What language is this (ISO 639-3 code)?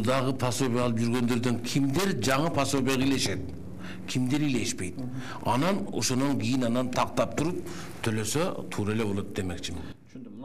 kir